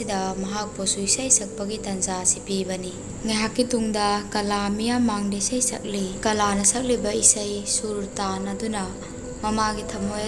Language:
Manipuri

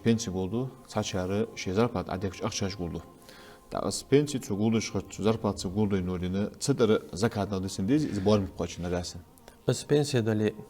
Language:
Ingush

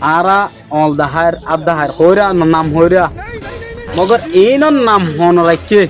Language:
Rohingya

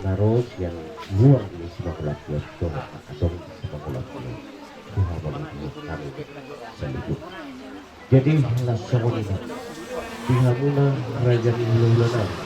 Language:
Batak Toba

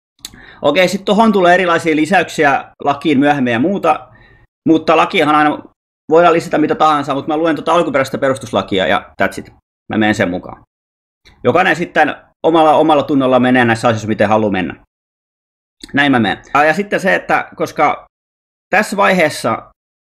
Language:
Finnish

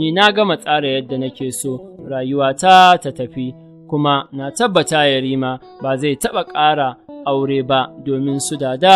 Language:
Hausa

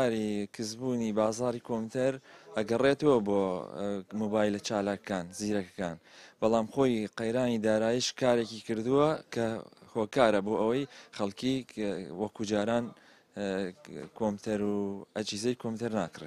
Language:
Central Kurdish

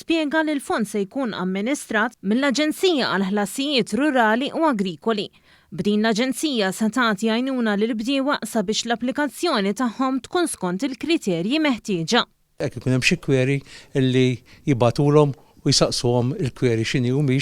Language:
Maltese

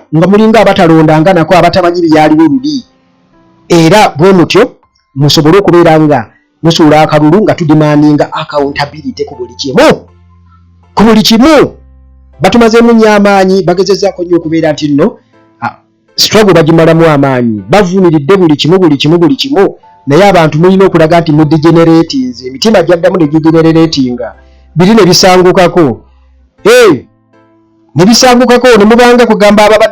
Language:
Ganda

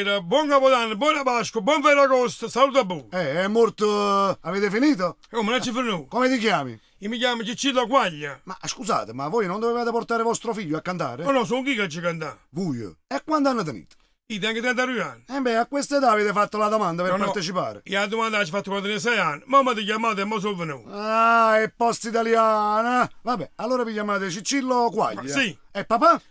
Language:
Neapolitan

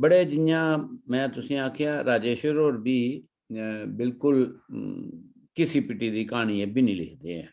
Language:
Dogri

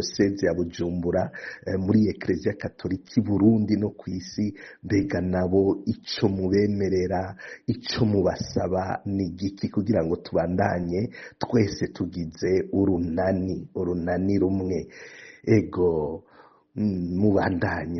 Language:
Rundi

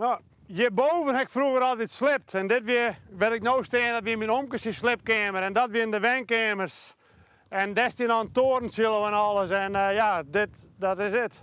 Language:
Western Frisian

